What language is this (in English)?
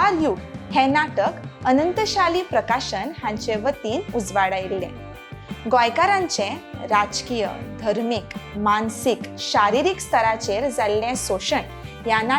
Konkani